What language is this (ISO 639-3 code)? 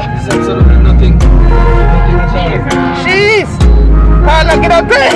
jam